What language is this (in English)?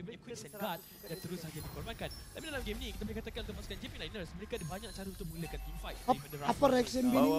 Malay